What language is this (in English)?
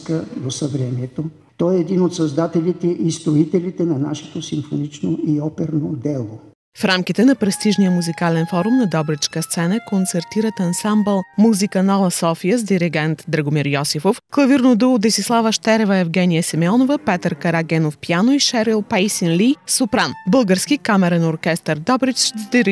Bulgarian